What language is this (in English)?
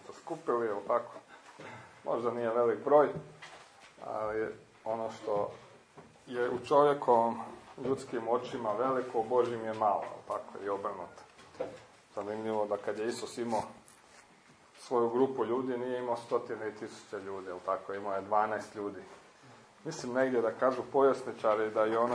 Croatian